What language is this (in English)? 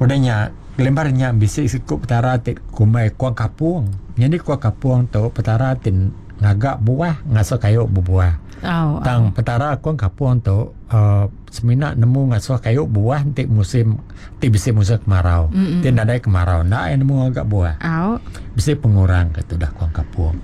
Iban